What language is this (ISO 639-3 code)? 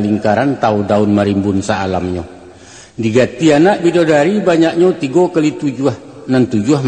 min